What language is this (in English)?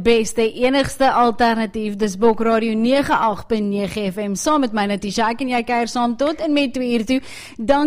Afrikaans